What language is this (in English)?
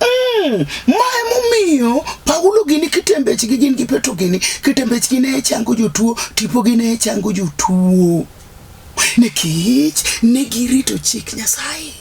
Luo (Kenya and Tanzania)